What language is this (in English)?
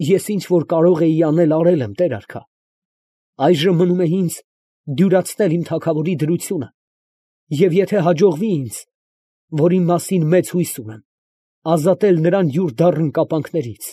Armenian